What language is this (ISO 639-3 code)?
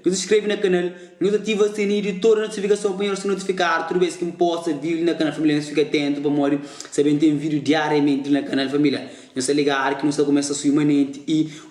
kea